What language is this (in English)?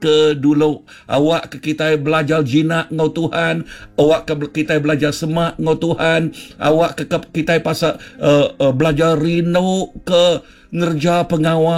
Iban